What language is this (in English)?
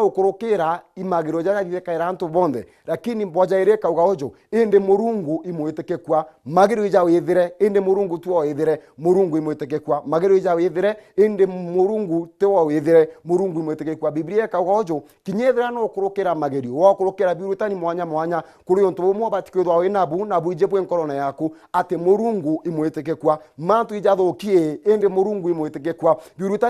Meru